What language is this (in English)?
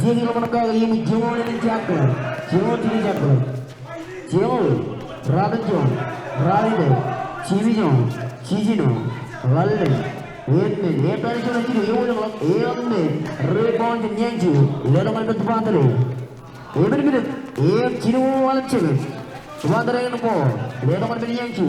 Marshallese